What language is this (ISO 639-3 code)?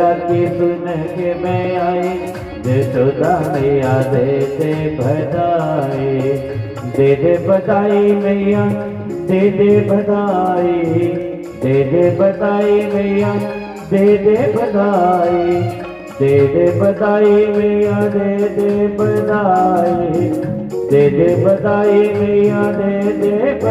doi